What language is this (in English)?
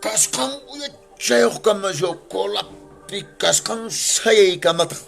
Quechua